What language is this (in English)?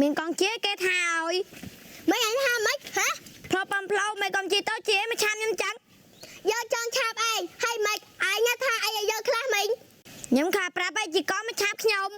Khmer